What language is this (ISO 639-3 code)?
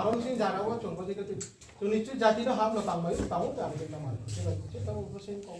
ria